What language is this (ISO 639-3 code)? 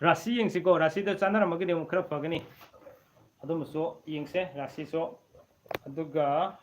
mni